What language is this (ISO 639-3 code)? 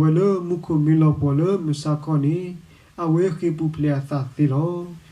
ksw